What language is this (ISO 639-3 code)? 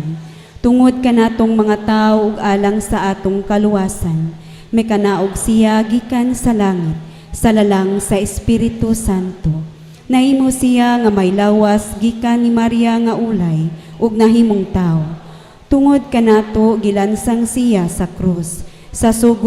ceb